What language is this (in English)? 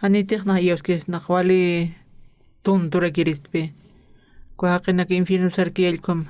Aymara